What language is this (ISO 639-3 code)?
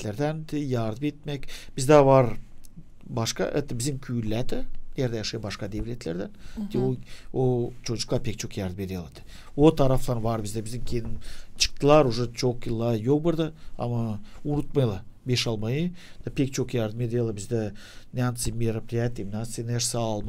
gag